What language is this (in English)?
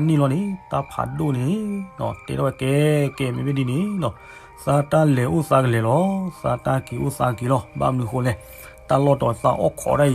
S'gaw Karen